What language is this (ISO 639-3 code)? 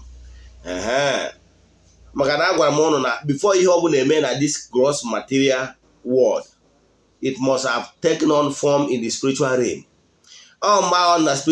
ibo